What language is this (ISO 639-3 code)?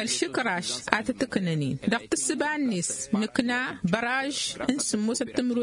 taq